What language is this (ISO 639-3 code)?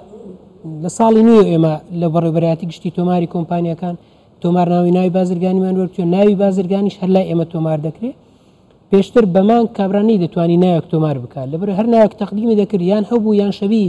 ckb